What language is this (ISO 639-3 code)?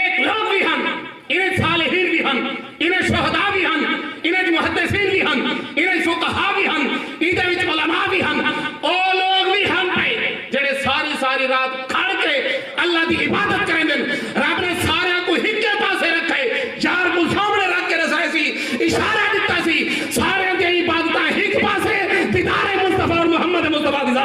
skr